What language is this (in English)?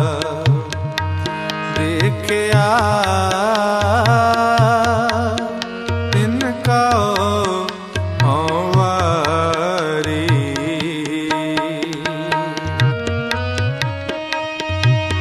Punjabi